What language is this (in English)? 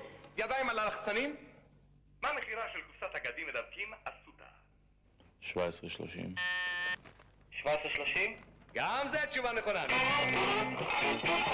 Hebrew